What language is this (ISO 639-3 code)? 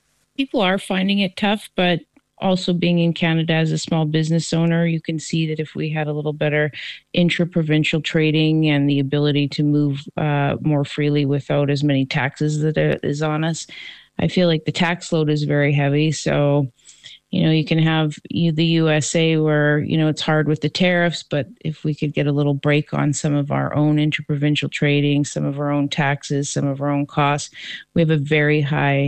eng